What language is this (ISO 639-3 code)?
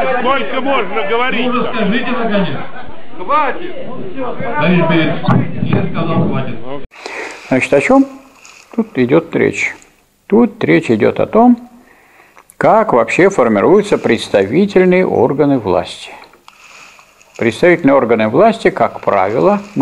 rus